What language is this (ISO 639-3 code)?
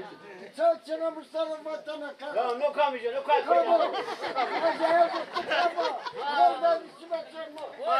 zza